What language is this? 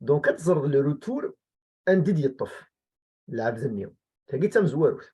Kabyle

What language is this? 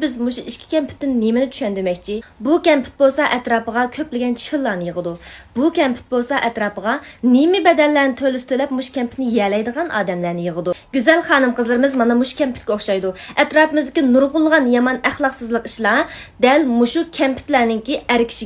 Uyghur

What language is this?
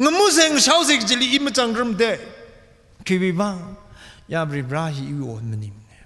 Tangkhul Naga (India)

